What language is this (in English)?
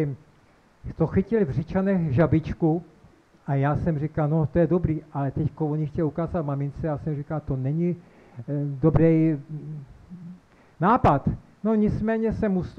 Czech